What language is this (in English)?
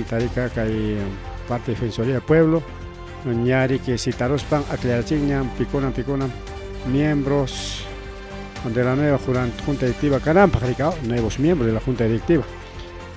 Ayacucho Quechua